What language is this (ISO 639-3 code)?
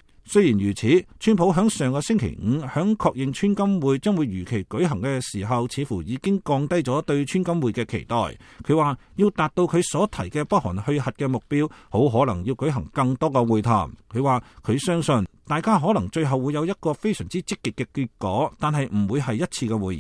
yue